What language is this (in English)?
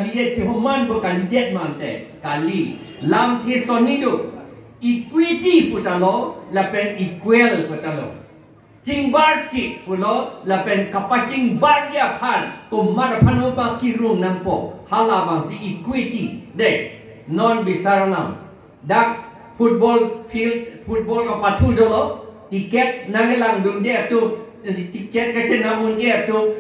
Karbi